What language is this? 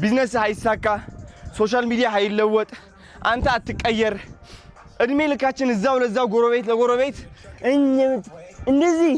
Amharic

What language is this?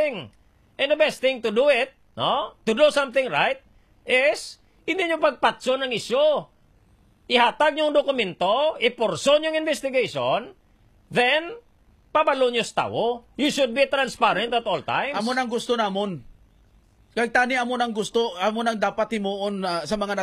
Hiligaynon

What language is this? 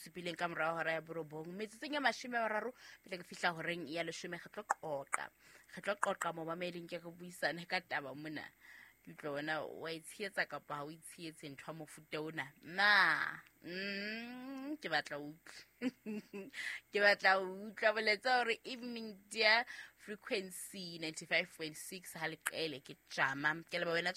Southern Sotho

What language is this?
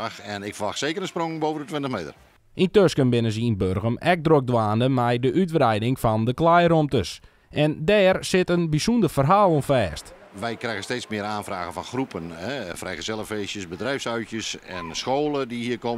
Western Frisian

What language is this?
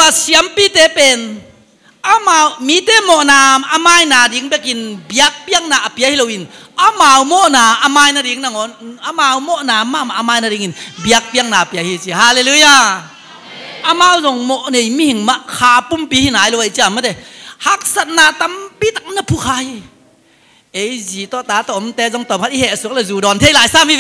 Tedim Chin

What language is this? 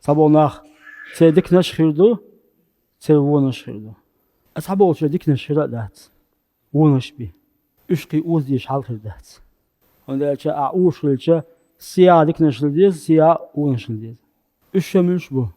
Chechen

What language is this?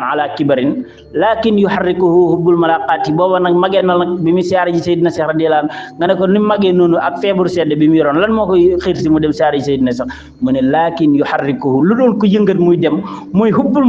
Wolof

